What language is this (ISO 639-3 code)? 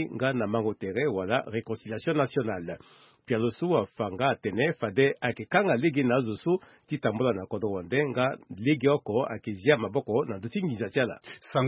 sag